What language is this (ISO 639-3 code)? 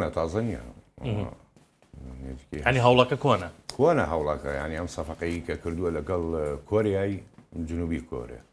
ckb